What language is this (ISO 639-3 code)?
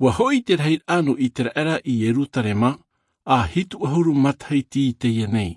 tah